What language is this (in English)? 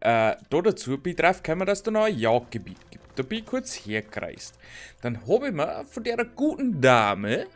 Bavarian